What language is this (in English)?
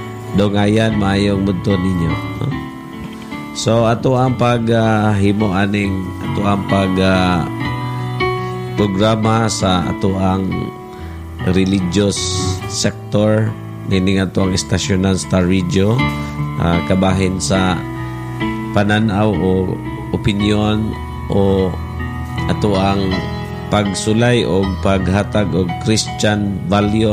Cebuano